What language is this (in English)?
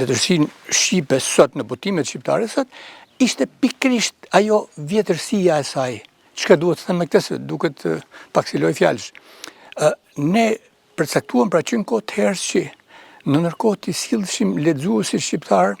Albanian